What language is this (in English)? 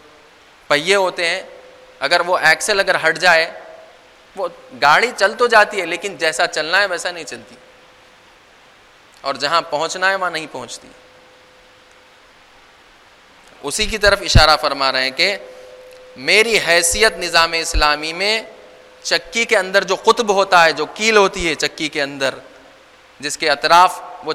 Urdu